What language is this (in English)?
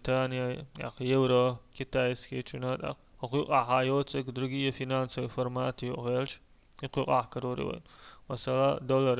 Chechen